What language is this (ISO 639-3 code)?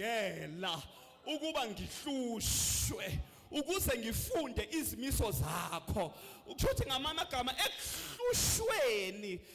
zul